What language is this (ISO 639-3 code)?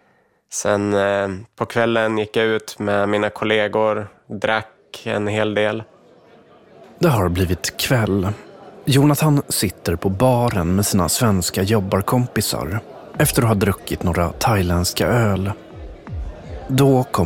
swe